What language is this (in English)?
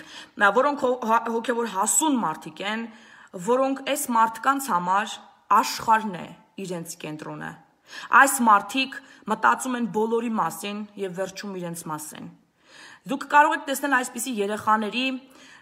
Armenian